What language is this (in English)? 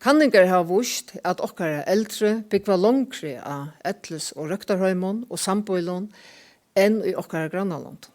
Faroese